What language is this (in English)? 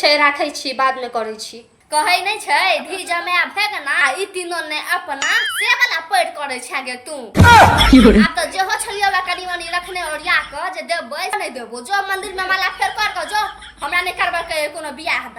Maithili